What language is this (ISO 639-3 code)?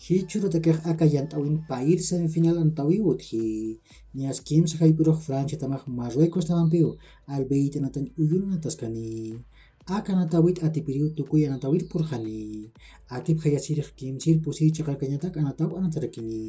aym